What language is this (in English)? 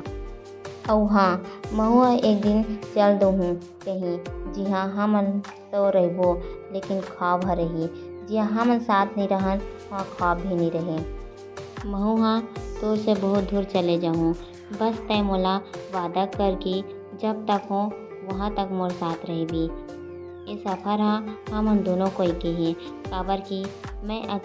Chhattisgarhi